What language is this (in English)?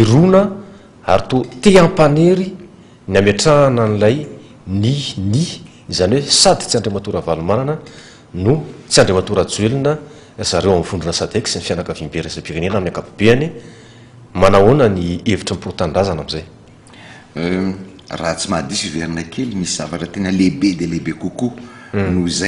Malagasy